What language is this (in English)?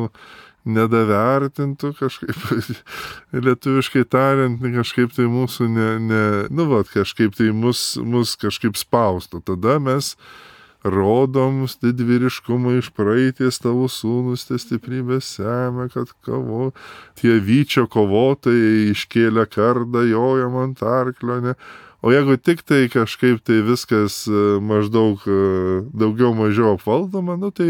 Lithuanian